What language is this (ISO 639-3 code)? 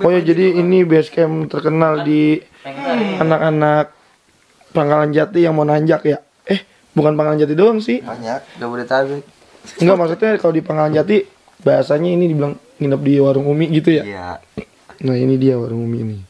bew